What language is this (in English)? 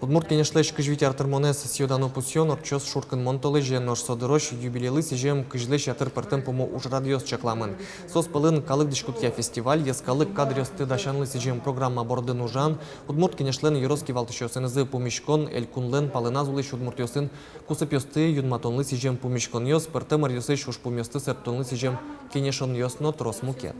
Udmurt